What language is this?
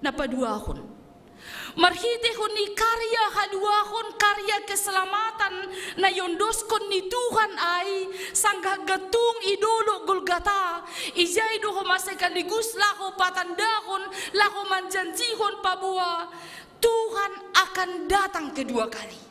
Batak Simalungun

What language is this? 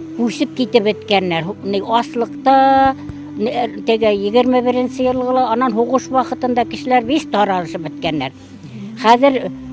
Bashkir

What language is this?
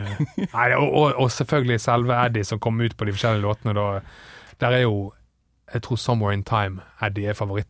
Norwegian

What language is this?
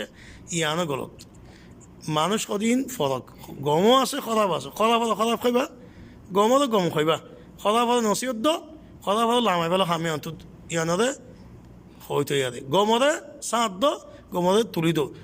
Rohingya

